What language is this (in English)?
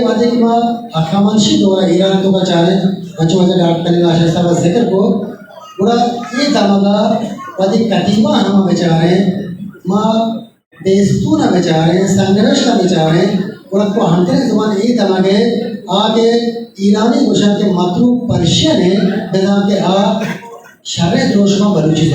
Eastern Balochi